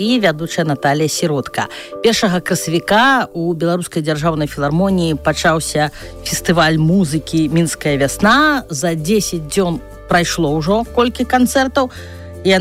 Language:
Belarusian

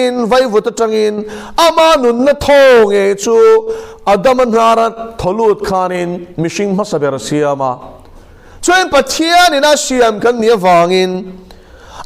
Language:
Mizo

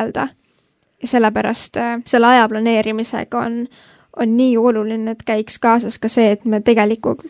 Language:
Estonian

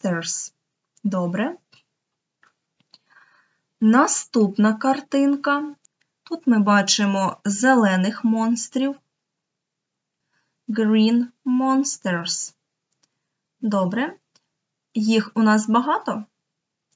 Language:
Ukrainian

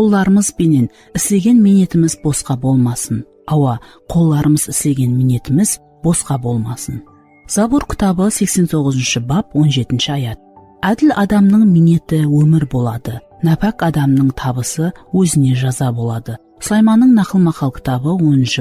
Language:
Kara-Kalpak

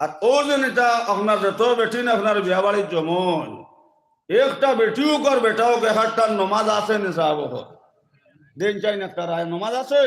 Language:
Sylheti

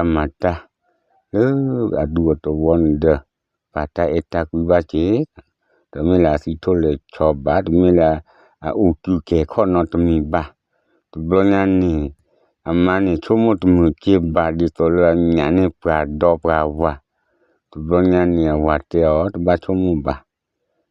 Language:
S'gaw Karen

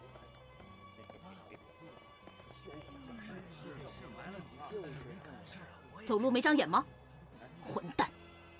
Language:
Chinese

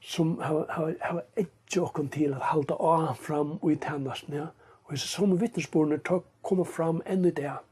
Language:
Faroese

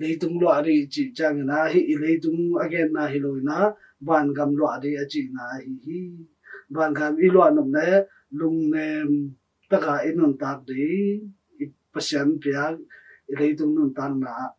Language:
Tedim Chin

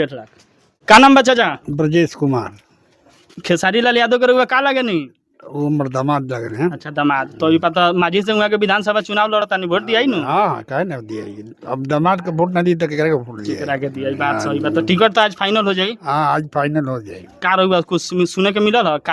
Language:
Bhojpuri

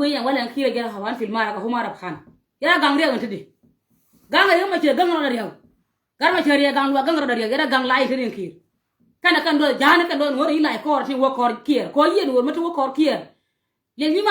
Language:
Nuer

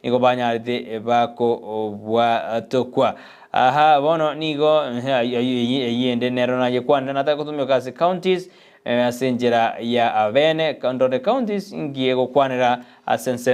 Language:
Gusii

